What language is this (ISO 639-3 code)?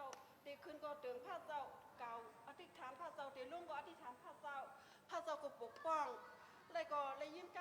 shn